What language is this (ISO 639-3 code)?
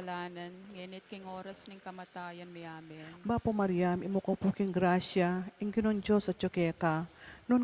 pam